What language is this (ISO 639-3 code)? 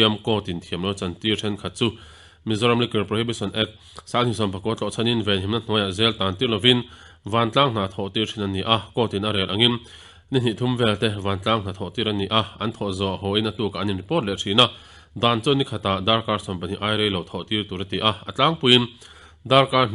lus